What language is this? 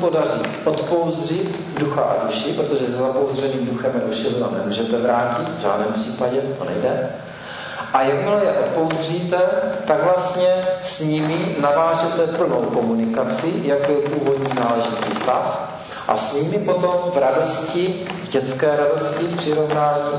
Czech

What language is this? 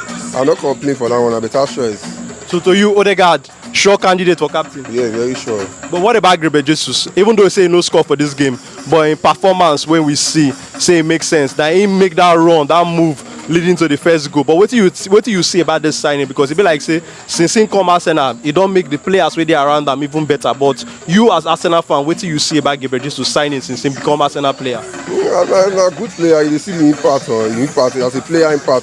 Nigerian Pidgin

